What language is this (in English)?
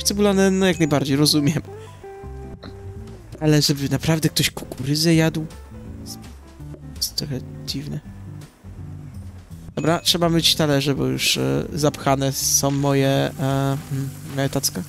Polish